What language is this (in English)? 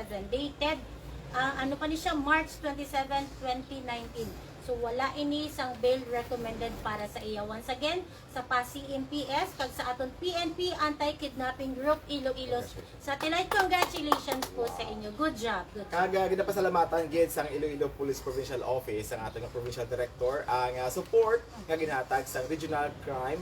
Hiligaynon